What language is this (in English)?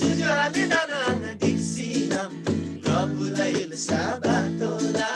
Eastern Tamang